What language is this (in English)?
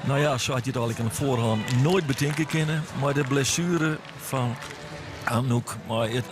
Western Frisian